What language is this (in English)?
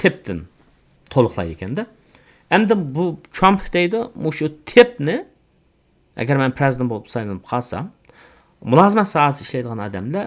Uyghur